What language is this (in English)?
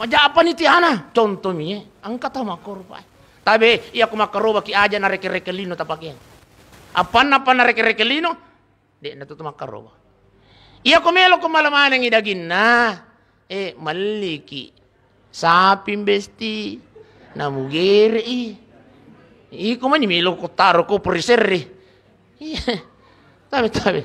Buginese